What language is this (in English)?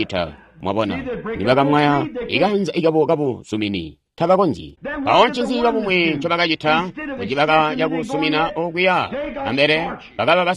Tonga (Zambia)